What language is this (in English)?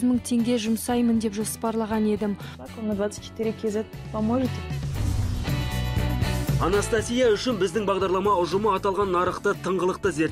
Kazakh